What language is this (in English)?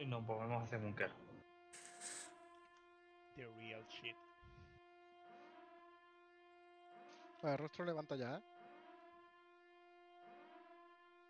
Spanish